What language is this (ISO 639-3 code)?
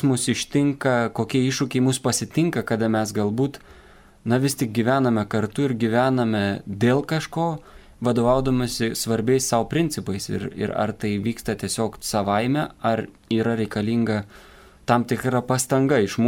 lit